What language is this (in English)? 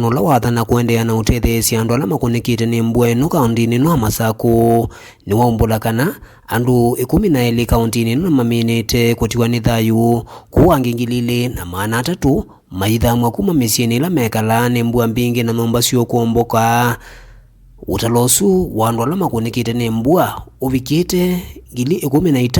Kamba